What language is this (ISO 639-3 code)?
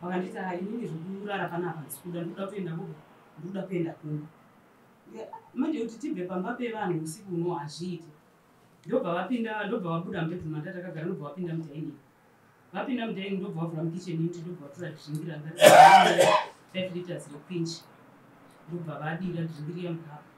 sna